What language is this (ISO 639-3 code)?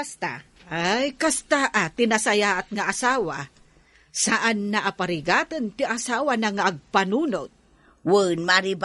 ilo